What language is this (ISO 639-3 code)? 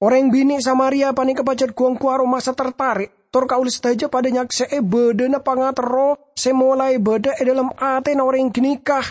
mad